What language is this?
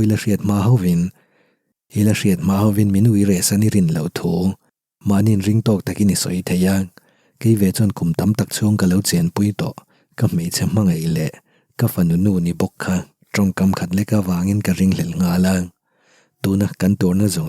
Mizo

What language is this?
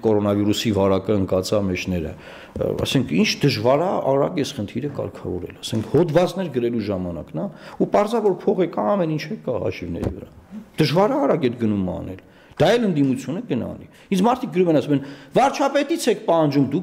Armenian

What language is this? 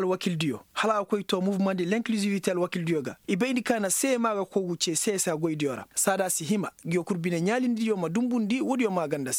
Koyraboro Senni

